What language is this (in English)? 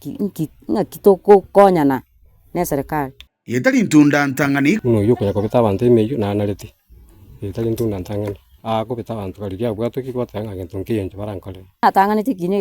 Gusii